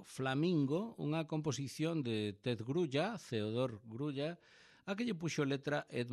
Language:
Galician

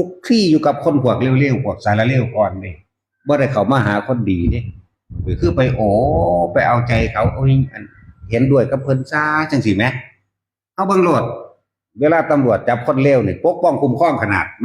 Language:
Northeastern Thai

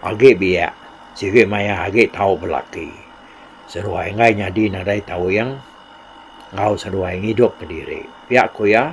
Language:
Iban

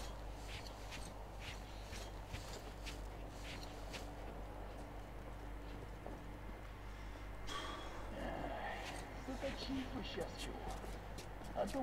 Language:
Russian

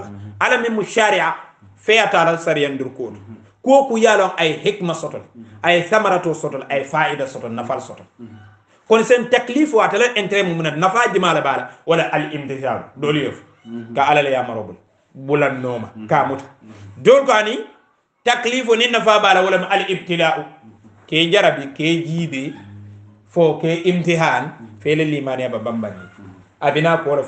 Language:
Hausa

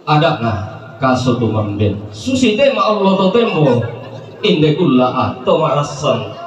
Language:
Toraja-Sa'dan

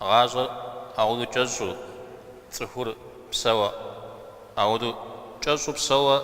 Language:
Kabardian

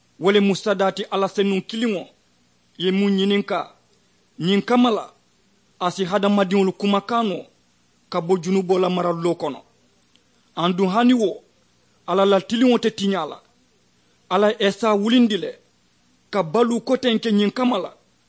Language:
Mandingo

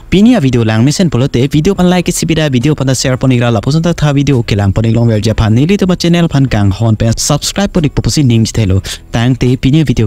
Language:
Karbi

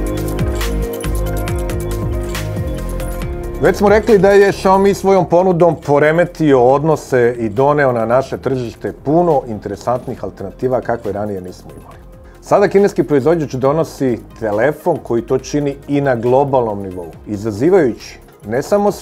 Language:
Serbian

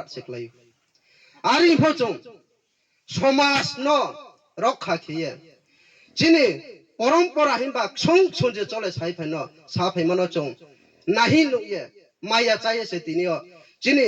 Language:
Riang (India)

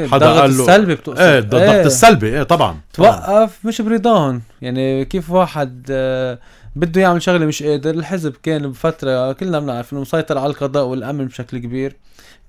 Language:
North Levantine Arabic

